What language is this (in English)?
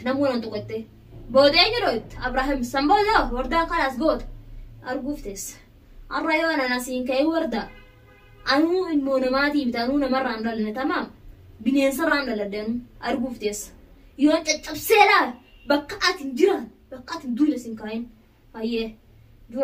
Oromo